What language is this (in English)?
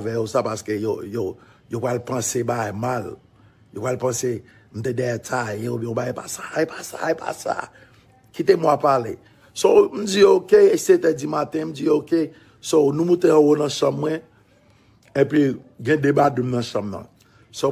Haitian Creole